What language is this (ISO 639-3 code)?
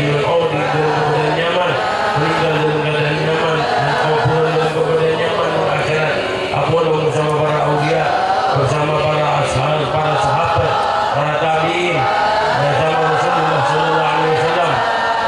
mad